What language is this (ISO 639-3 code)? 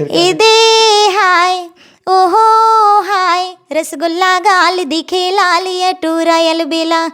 hne